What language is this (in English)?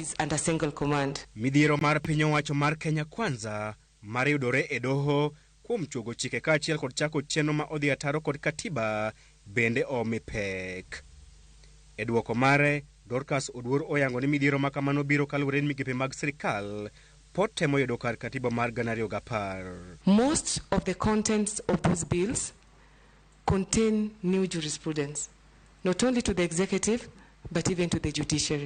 Luo (Kenya and Tanzania)